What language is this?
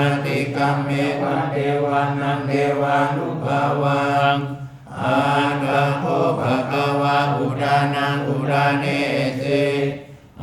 Pali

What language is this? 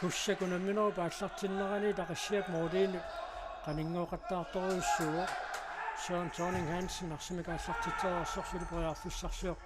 Kalaallisut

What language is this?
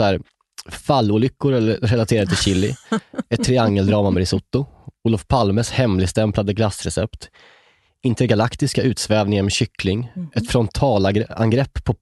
Swedish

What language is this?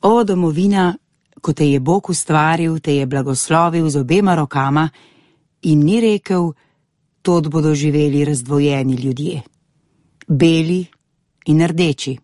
Slovenian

